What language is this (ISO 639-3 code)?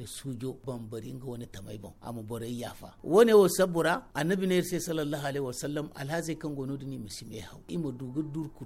dje